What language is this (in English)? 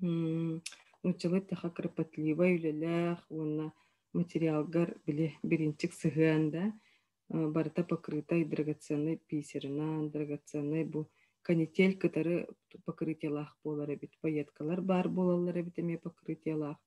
Yakut